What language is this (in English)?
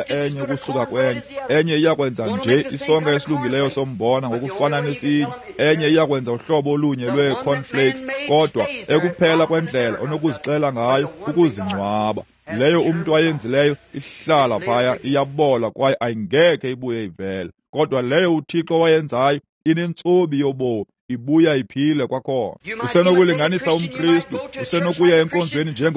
Xhosa